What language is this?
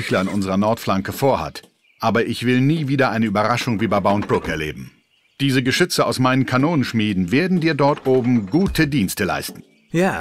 Bavarian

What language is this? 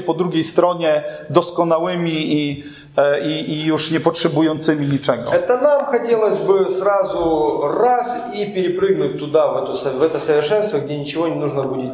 Polish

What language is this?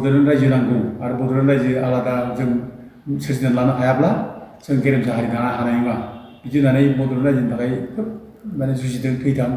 Bodo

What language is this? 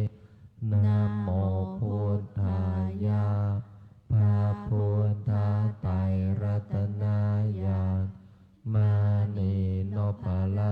Pali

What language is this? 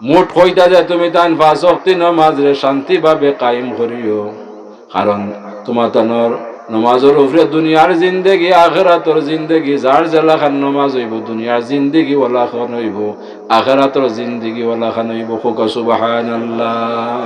Sylheti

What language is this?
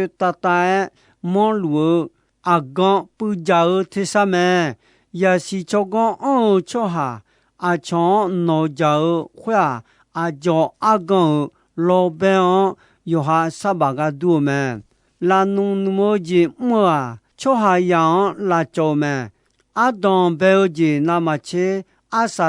Akha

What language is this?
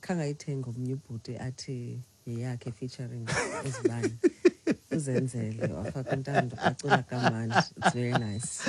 Xhosa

